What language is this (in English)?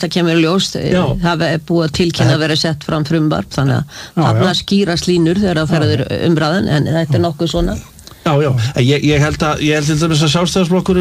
Icelandic